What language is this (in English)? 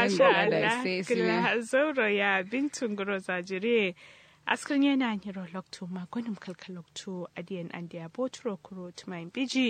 Kanuri